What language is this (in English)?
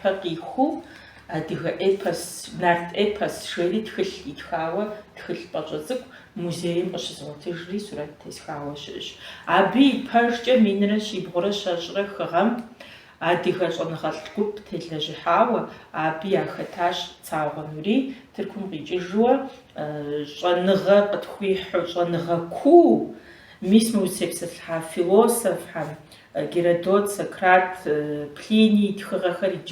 Kabardian